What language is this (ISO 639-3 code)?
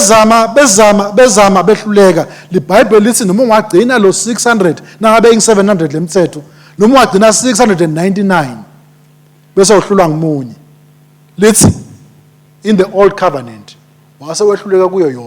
ssw